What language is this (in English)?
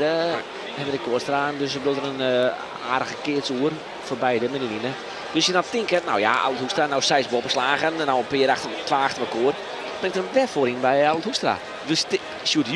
Western Frisian